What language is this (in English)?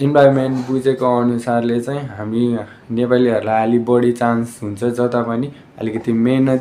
Nepali